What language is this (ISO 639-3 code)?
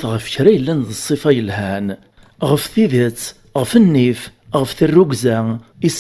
kab